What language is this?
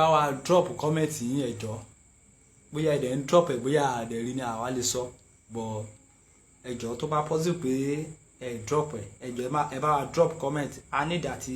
Yoruba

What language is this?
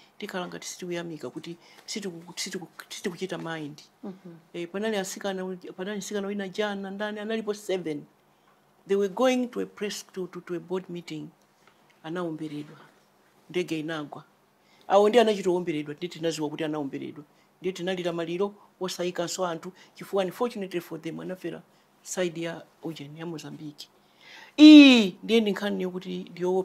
Nyanja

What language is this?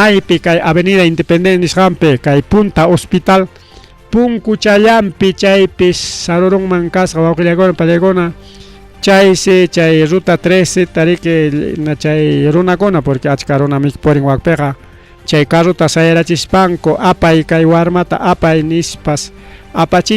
Ayacucho Quechua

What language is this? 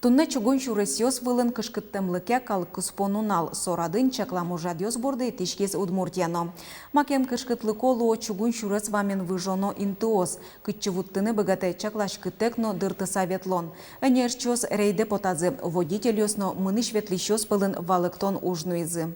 Udmurt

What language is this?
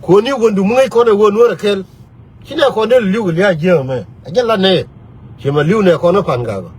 Nuer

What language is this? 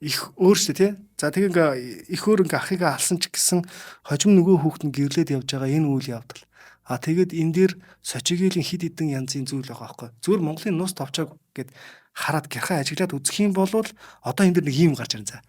Mongolian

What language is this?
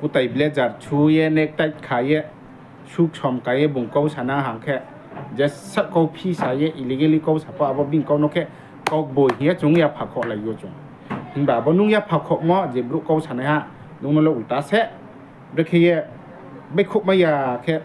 Riang (India)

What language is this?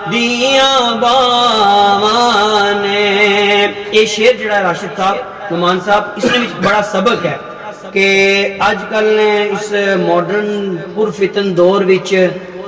Pahari-Potwari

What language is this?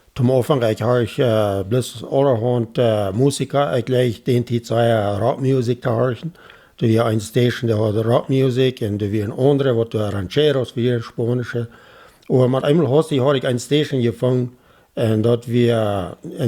Plautdietsch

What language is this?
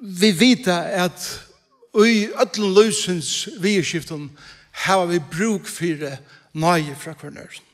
Faroese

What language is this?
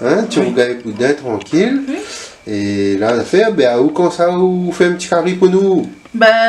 Réunion Creole French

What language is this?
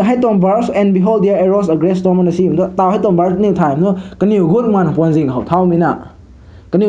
Rongmei Naga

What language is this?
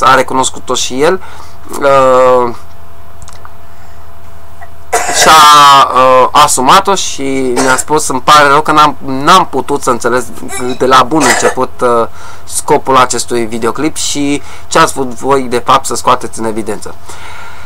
Romanian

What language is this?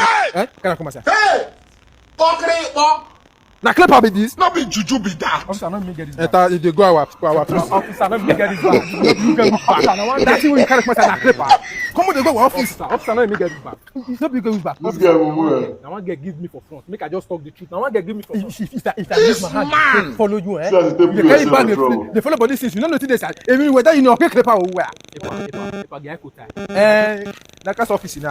Nigerian Pidgin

